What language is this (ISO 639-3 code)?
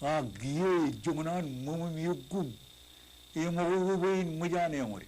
mah